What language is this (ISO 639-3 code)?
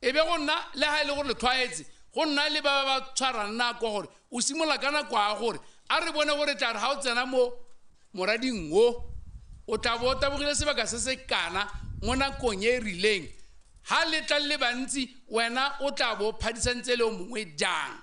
tsn